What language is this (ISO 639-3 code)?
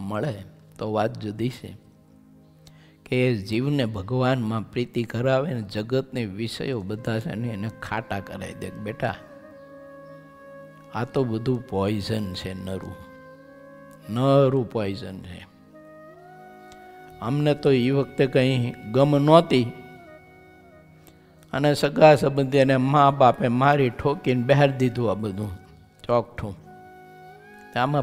guj